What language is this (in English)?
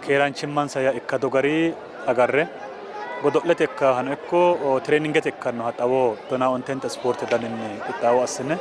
Sidamo